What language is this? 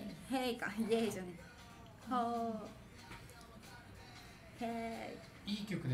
Japanese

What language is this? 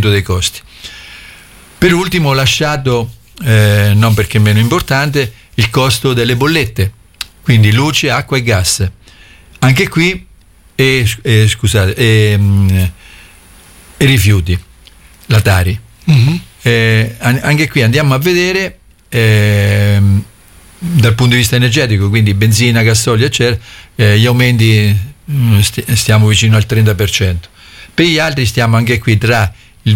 Italian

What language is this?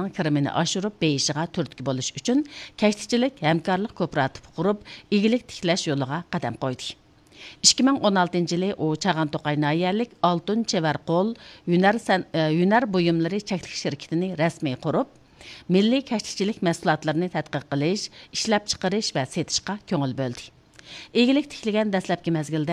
Uyghur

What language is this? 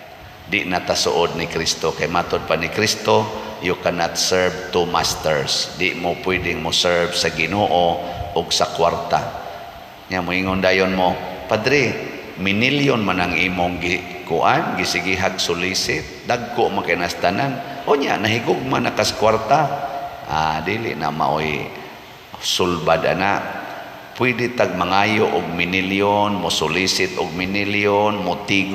Cebuano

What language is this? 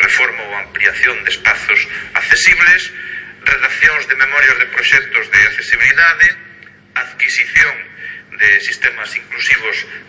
Galician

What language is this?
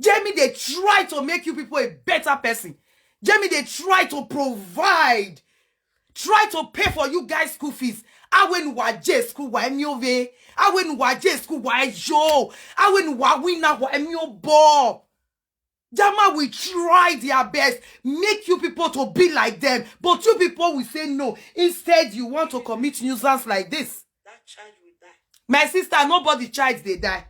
Nigerian Pidgin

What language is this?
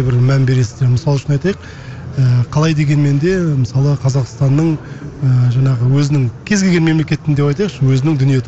Kazakh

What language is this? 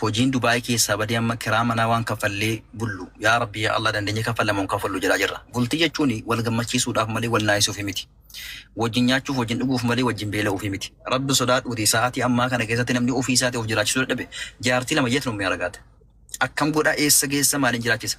Oromo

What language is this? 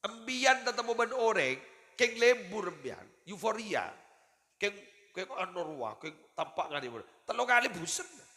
Madurese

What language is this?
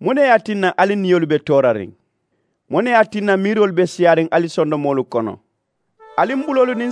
Mandingo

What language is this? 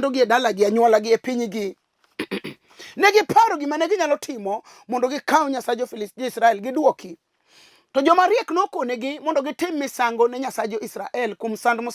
Luo (Kenya and Tanzania)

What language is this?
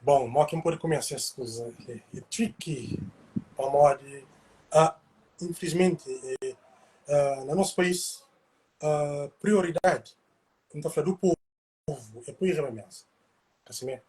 Kabuverdianu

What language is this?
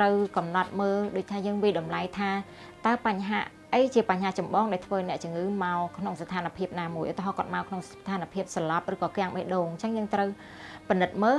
Khmer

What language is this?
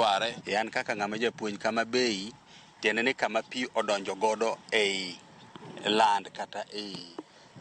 Luo (Kenya and Tanzania)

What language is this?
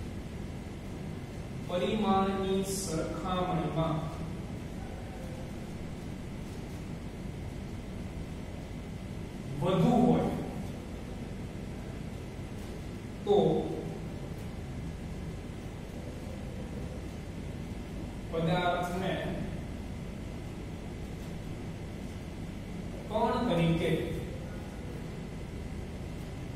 Gujarati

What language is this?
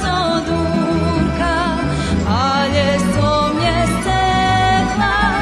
Rusyn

